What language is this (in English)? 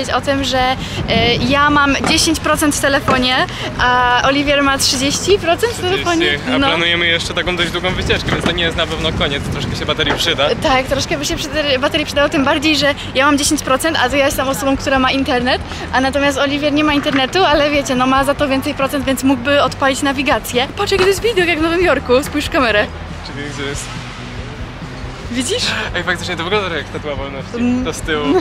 Polish